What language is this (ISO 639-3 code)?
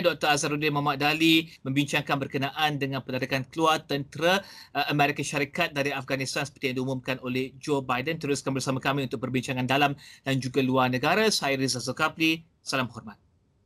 msa